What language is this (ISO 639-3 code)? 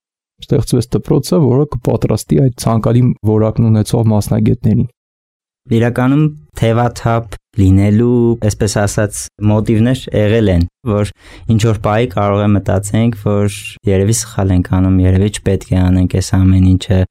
hye